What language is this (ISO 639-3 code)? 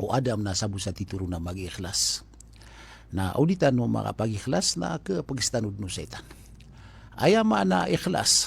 mrw